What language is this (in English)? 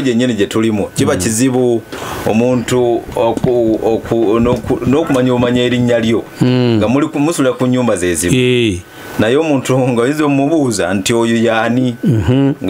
Ganda